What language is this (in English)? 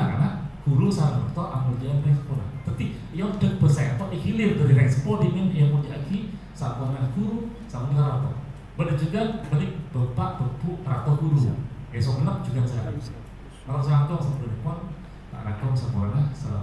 Madurese